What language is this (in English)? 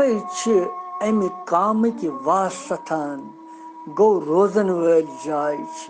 Kashmiri